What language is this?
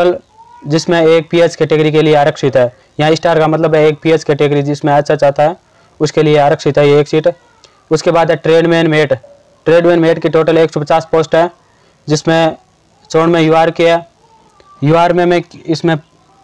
Hindi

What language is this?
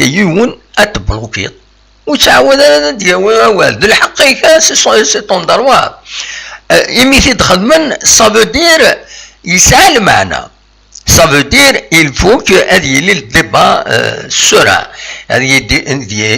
Kabyle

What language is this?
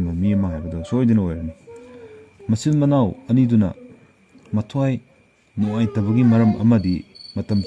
Manipuri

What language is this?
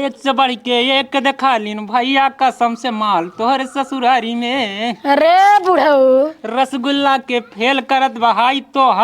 Awadhi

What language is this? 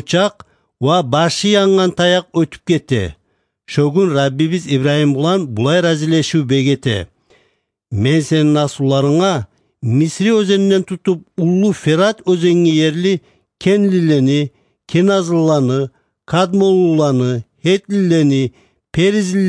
Kumyk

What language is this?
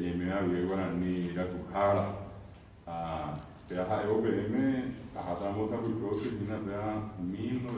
Guarani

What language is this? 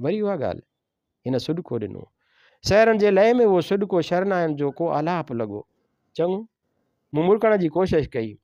Sindhi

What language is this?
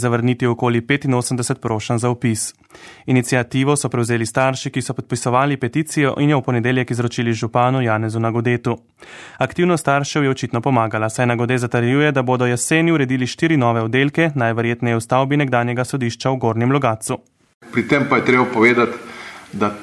Slovenian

